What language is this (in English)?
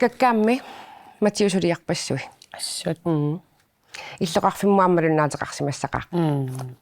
Kalaallisut